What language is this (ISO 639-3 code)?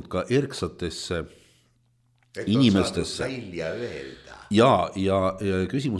est